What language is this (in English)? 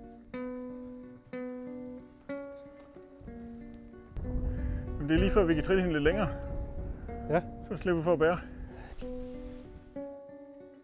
Danish